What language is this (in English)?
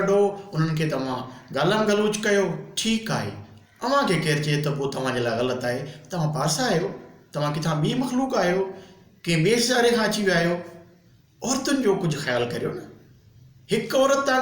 Sindhi